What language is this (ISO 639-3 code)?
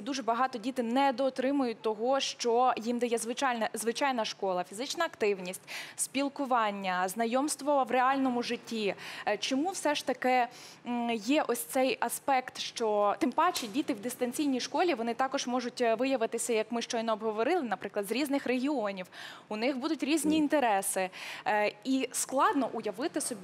ukr